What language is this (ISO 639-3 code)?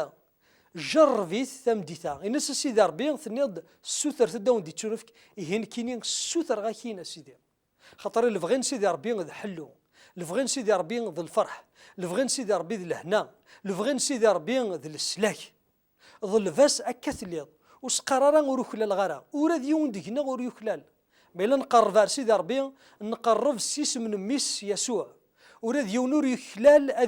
kab